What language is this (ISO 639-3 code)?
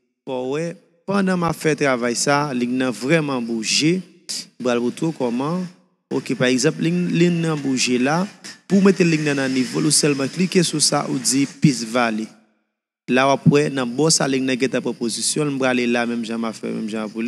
hat